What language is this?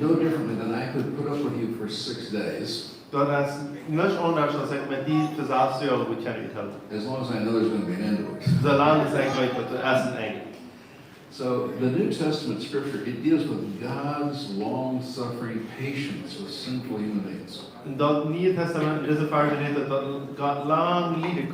Plautdietsch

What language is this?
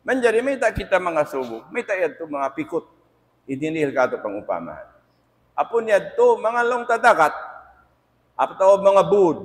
Tausug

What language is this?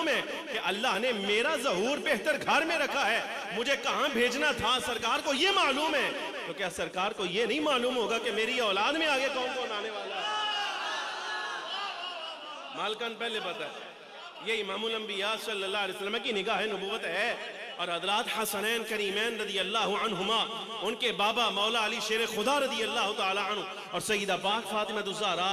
Urdu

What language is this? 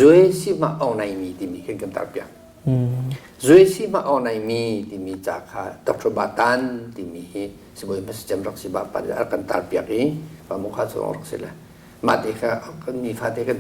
Hakha Chin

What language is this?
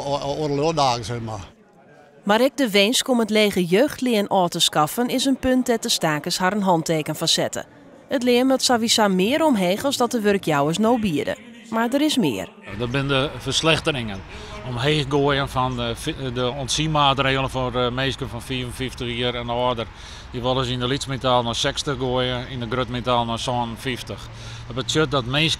Western Frisian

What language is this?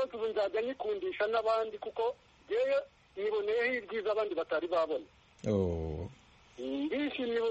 Kinyarwanda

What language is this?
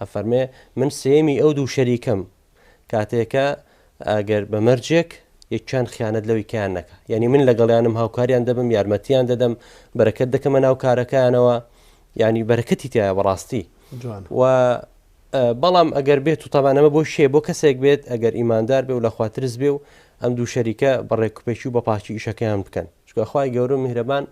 Central Kurdish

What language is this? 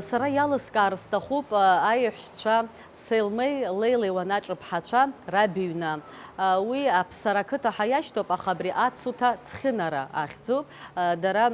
Abkhazian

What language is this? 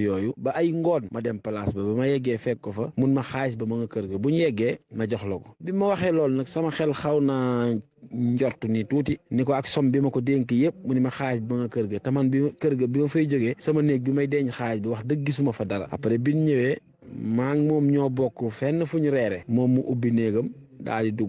Wolof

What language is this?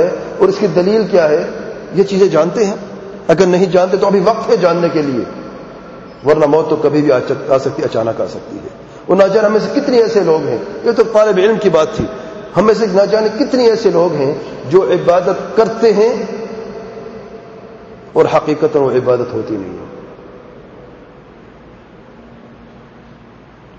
Urdu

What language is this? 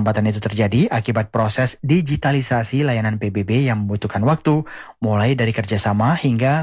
Indonesian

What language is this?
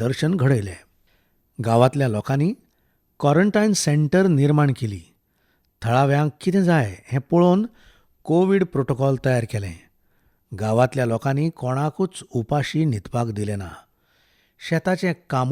Konkani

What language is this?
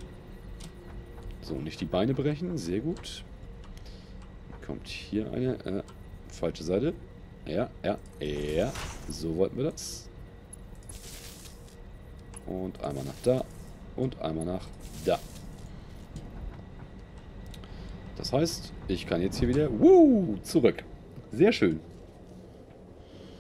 German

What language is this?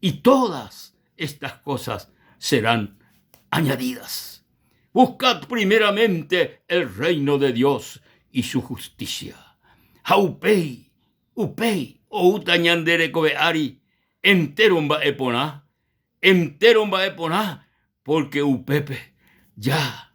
Guarani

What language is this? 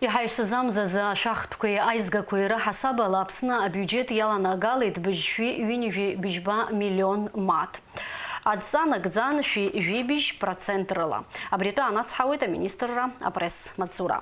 Abkhazian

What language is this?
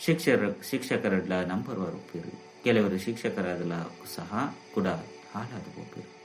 Tulu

